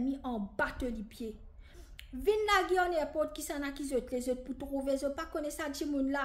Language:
Morisyen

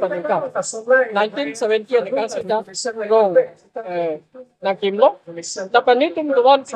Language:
Karbi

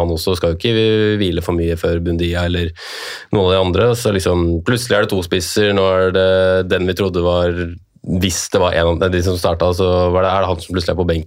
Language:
Norwegian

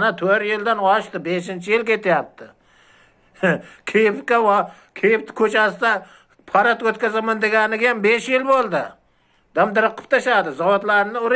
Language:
Uzbek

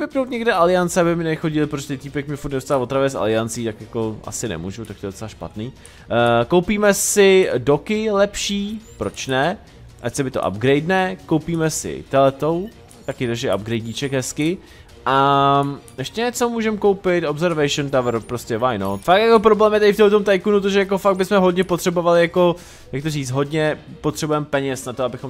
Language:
Czech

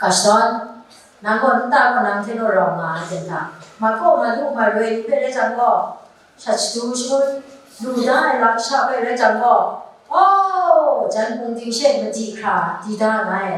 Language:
Kachin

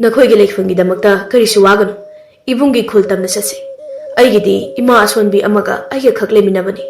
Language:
Manipuri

